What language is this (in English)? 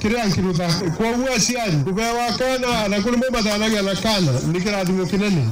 Meru